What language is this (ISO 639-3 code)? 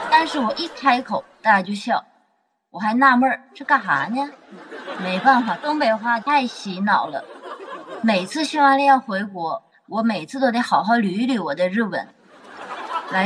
zho